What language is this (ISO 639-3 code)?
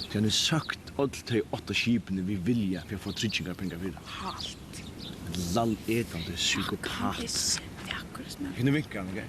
fao